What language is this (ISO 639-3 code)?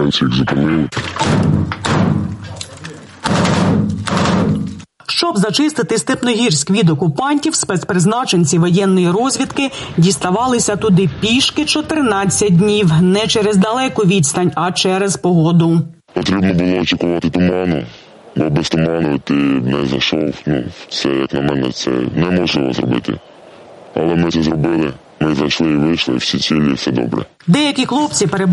ukr